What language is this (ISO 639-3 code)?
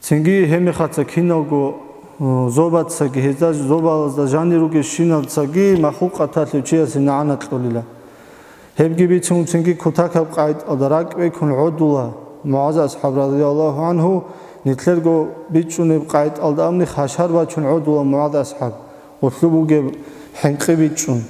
ava